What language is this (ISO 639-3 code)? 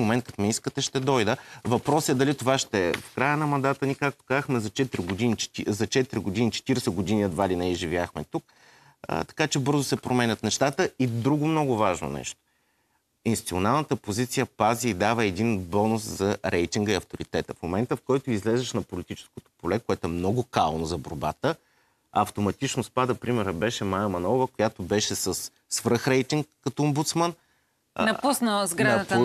bul